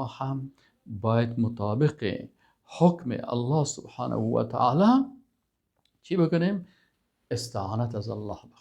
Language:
Persian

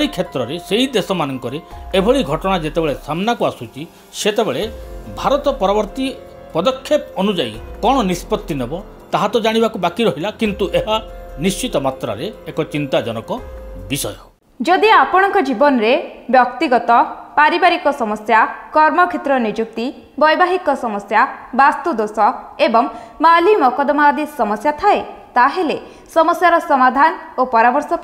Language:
Odia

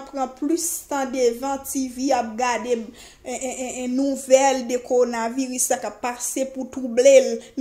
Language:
Haitian Creole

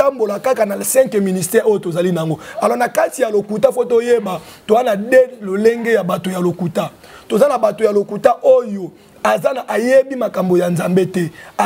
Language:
Lingala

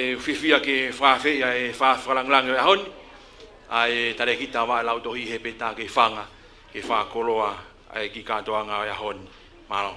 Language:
Tongan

